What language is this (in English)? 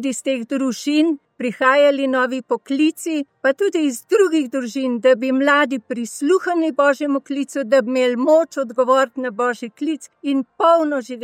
Slovenian